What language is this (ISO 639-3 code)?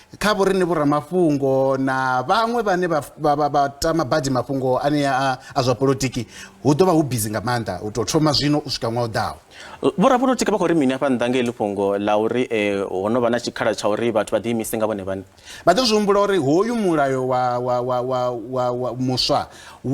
ven